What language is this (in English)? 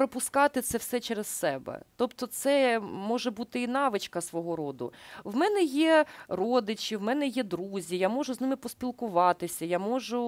Ukrainian